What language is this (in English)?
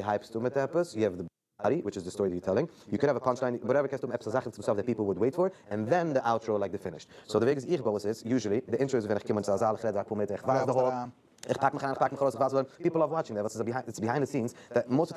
Yiddish